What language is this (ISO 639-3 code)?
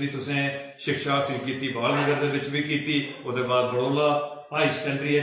doi